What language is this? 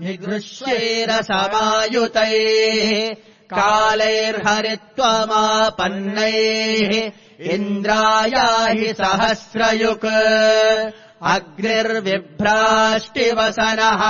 Sanskrit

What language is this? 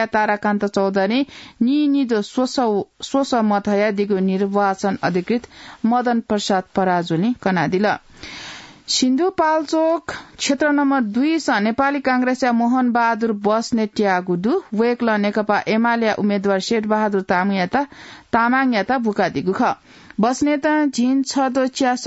Newari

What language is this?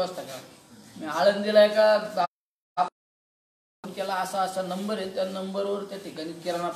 Marathi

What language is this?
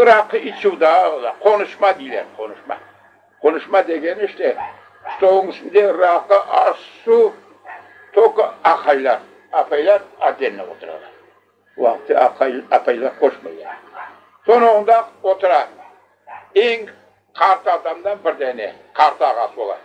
Crimean Tatar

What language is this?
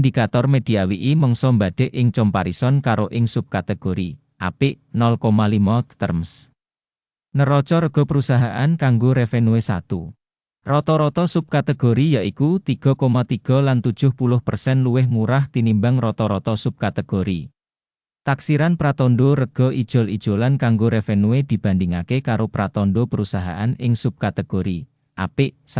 Javanese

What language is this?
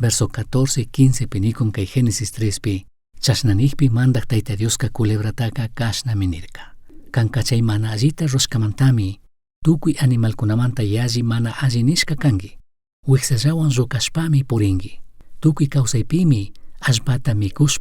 Chimborazo Highland Quichua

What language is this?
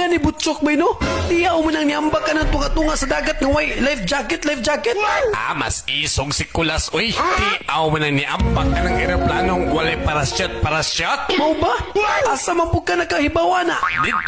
Cebuano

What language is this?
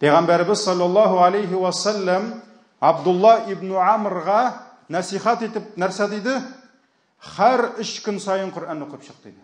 Tatar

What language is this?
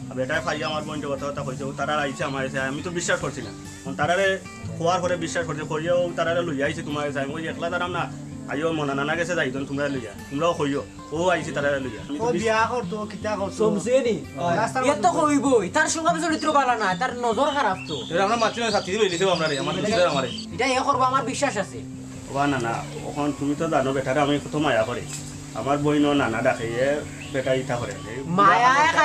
Sylheti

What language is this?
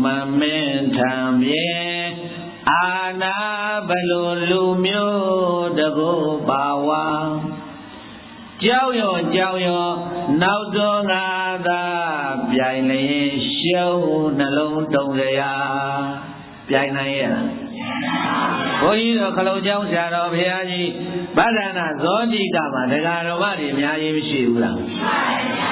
Burmese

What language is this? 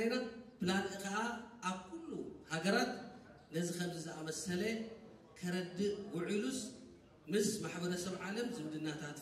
Tigrinya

